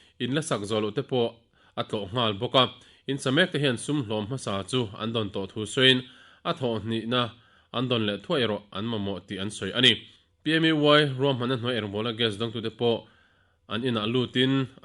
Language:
Mizo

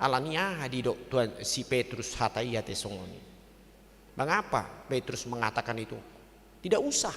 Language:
Batak Toba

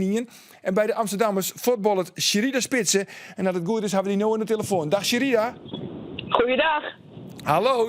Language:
Western Frisian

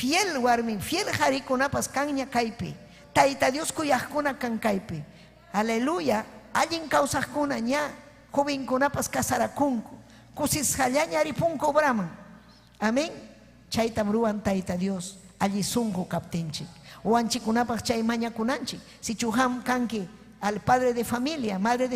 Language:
Ayacucho Quechua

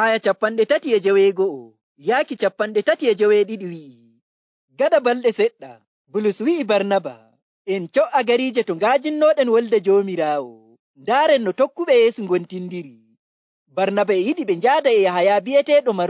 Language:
Nigerian Fulfulde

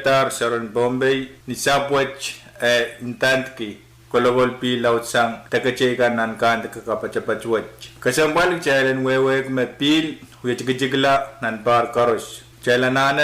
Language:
Pohnpeian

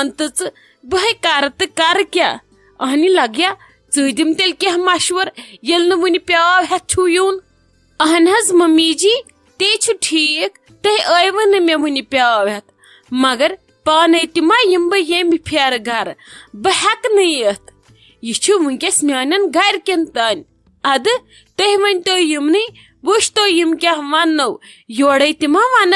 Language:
Kashmiri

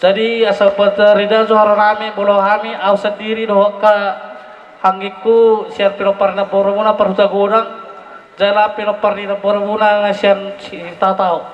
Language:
Batak Toba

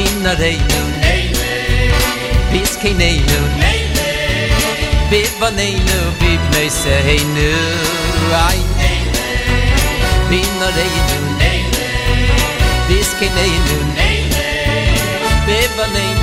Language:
Hebrew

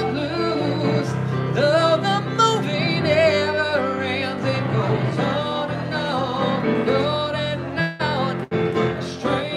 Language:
English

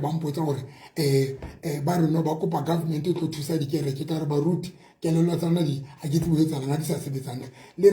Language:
Southern Sotho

